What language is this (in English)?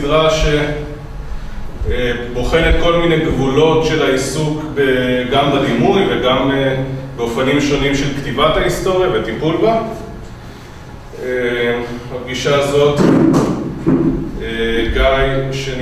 Hebrew